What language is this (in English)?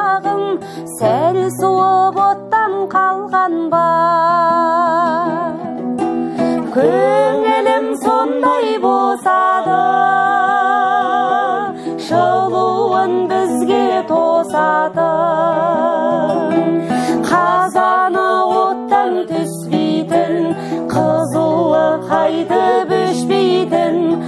Kazakh